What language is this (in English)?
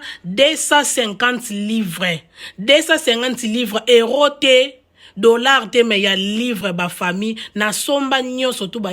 Lingala